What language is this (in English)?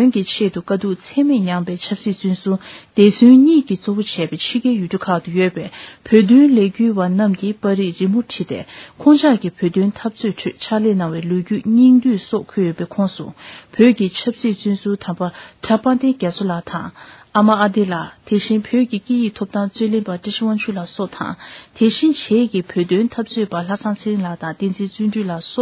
Tibetan